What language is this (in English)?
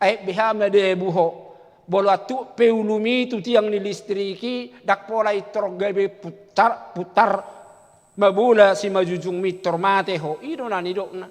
Batak Toba